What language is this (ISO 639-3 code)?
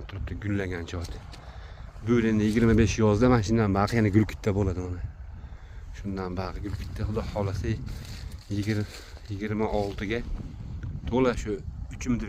uzb